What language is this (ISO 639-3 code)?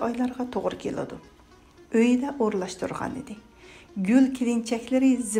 uig